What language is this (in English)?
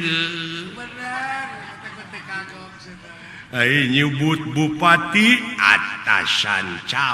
Sundanese